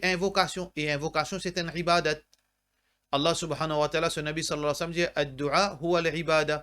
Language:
Morisyen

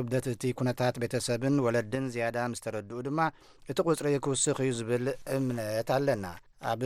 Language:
Tigrinya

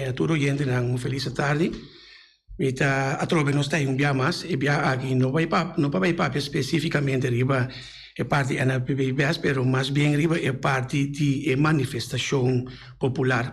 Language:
Papiamento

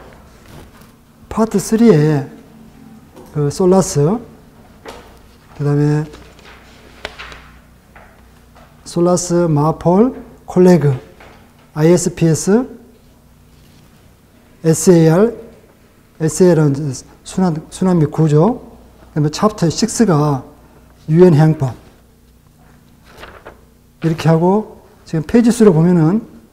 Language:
Korean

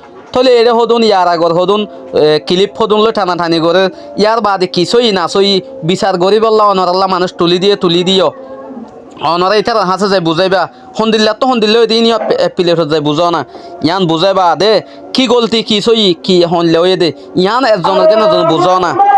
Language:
Rohingya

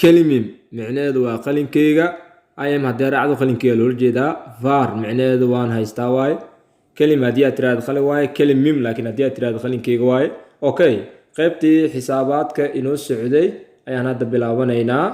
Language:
Somali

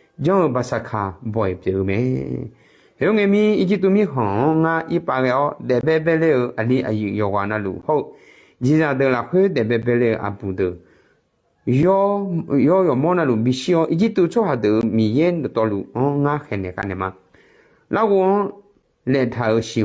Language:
Akha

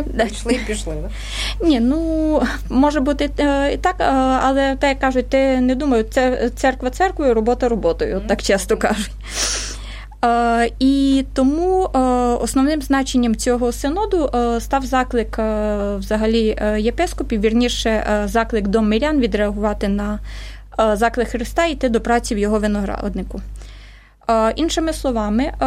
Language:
Ukrainian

